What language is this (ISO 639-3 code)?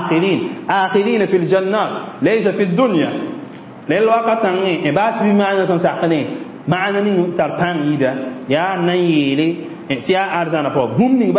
mos